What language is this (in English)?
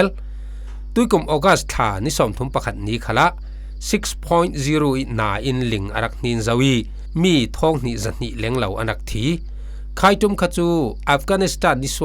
Falam Chin